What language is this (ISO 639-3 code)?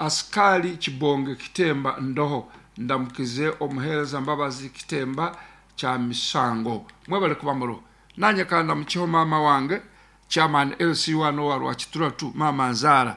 nyn